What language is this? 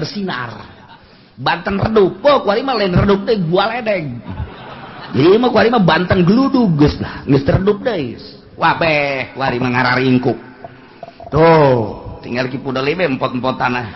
Sundanese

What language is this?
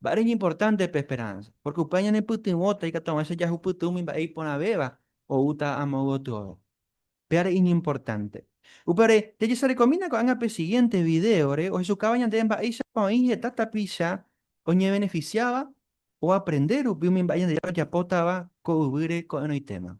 Guarani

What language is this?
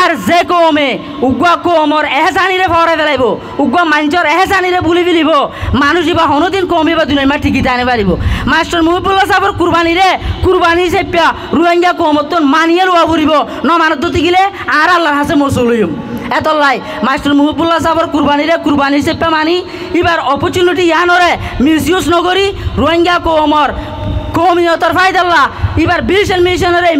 Rohingya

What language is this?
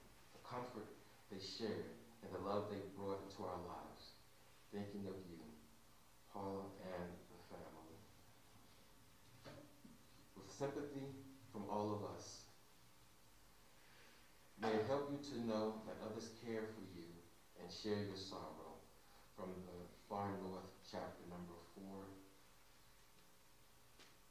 English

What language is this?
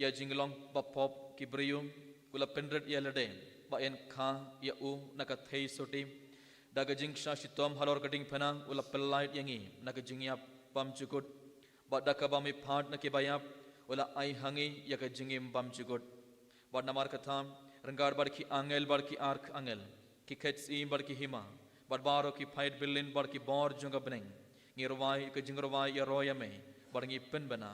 Khasi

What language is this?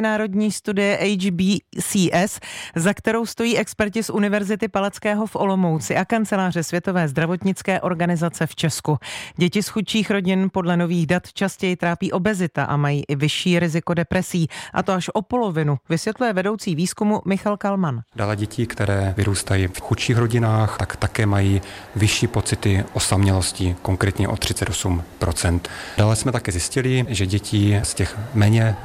Czech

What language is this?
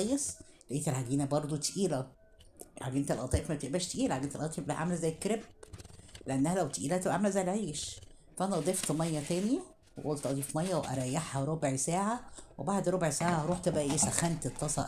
Egyptian Arabic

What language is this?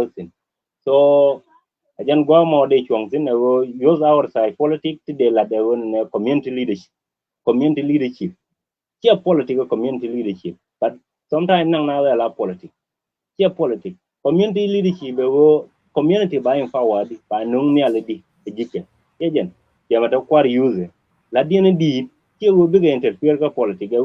Nuer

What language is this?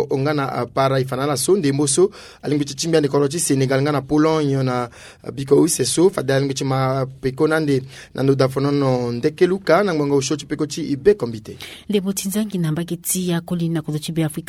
Sango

